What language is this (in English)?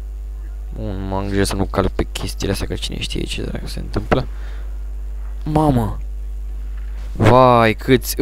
Romanian